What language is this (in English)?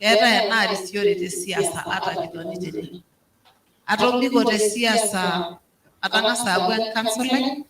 Masai